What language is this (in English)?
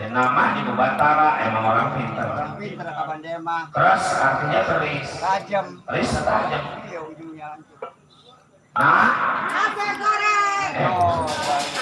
Betawi